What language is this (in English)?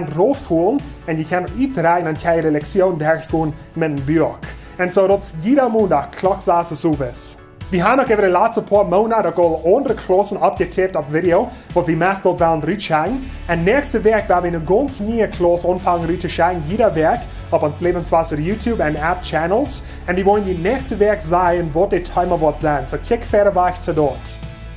Plautdietsch